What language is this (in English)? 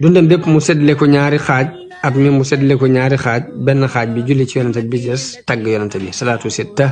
Wolof